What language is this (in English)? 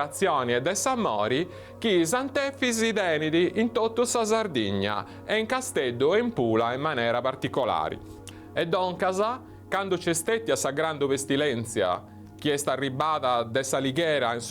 Sardinian